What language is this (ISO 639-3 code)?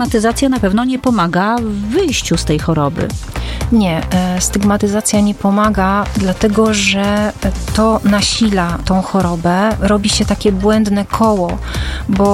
pol